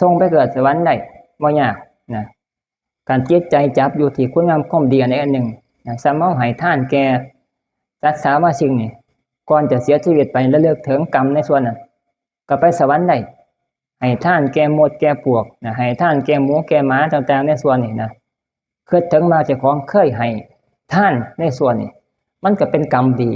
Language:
Northeastern Thai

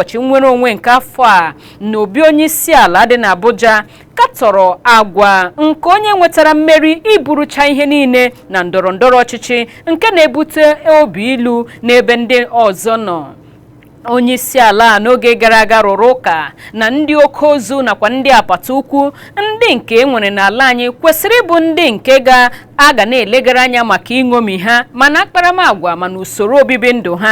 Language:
Igbo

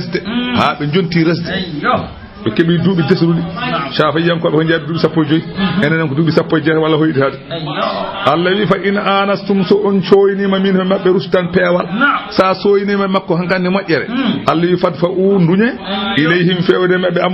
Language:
Fula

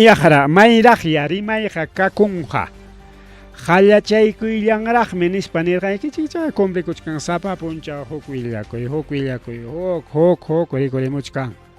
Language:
Ayacucho Quechua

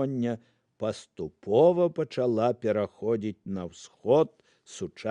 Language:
Belarusian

